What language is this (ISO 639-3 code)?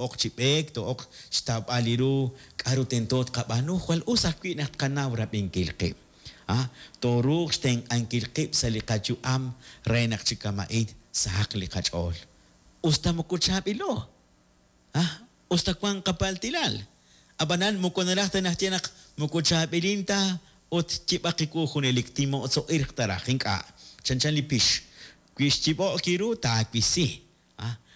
kek